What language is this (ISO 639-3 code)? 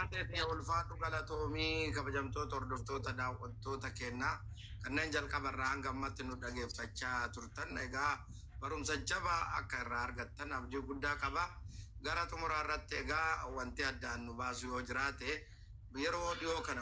orm